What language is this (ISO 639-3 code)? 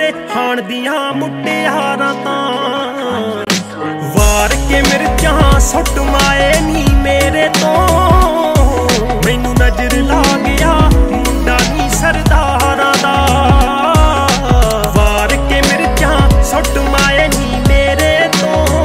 pan